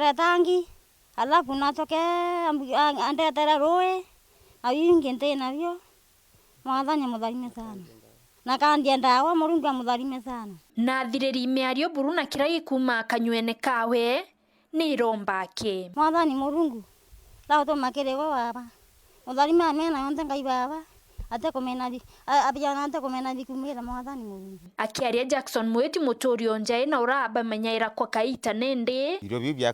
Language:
Meru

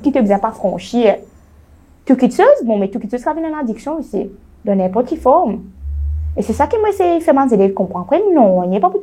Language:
Morisyen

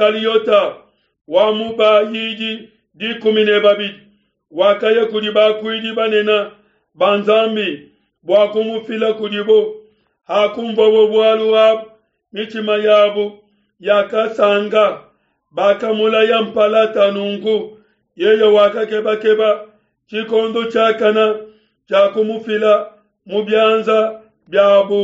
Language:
Luba-Lulua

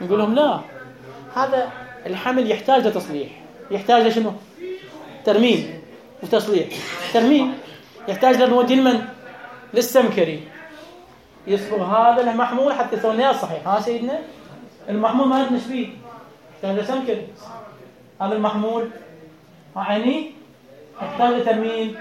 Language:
Mesopotamian Arabic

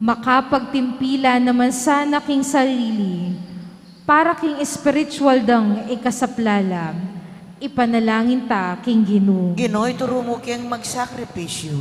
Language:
Pampanga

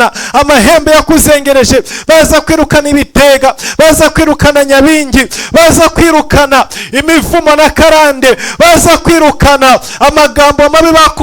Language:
Kinyarwanda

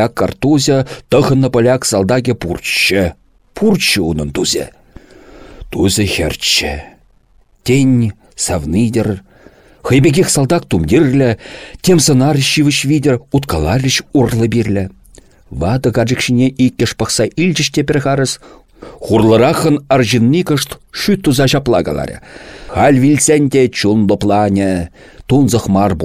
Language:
Chuvash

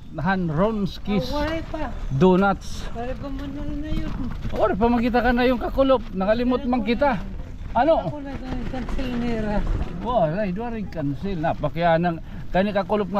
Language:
Waray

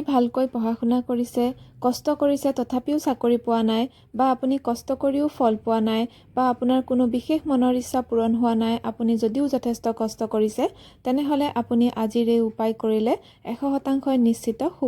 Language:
Assamese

